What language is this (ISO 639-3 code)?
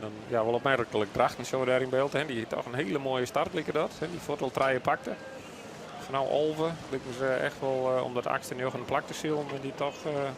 fry